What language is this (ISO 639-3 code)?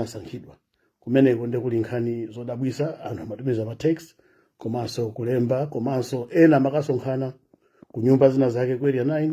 nya